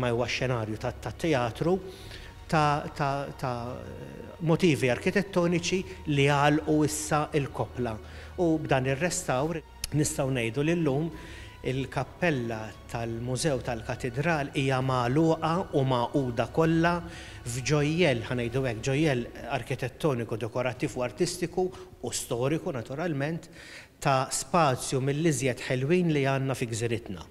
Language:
Maltese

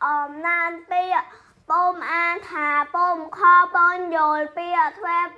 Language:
Khmer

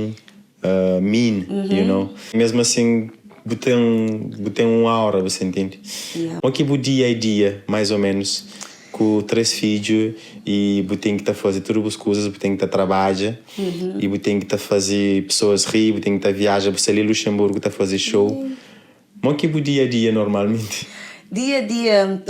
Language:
Kabuverdianu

